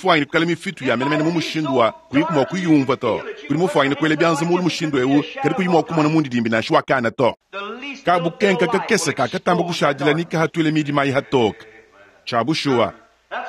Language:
Luba-Lulua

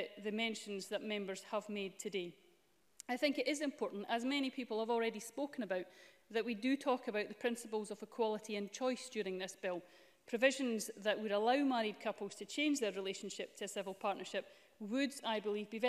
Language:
English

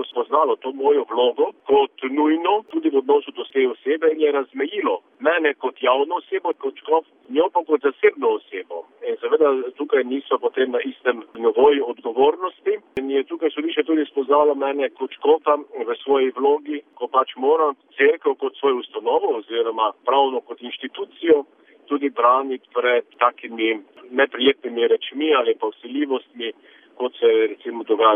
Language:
Slovenian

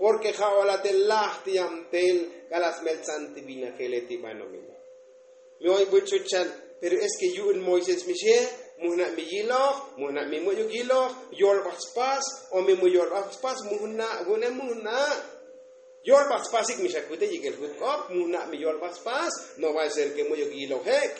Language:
Tzotzil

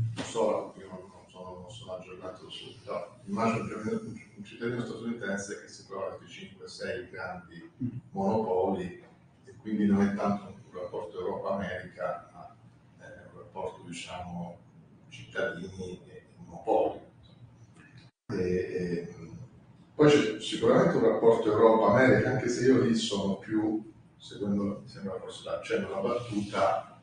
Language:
Italian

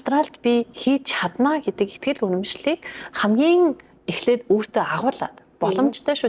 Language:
Mongolian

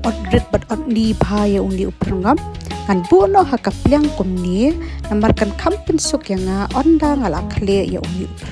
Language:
Khasi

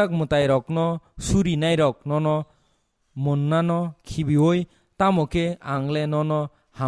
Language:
Kok Borok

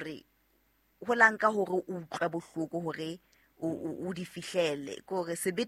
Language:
Southern Sotho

